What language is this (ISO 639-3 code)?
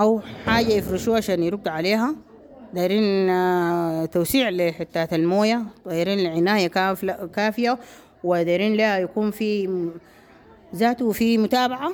apd